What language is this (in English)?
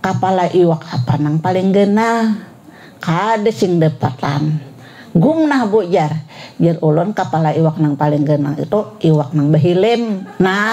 Banjar